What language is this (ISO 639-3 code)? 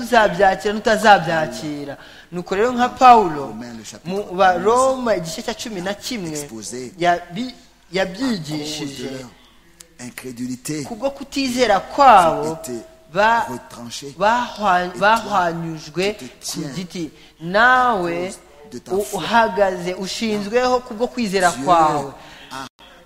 kin